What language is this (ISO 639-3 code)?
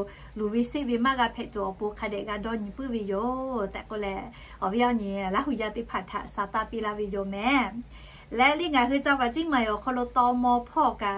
lhu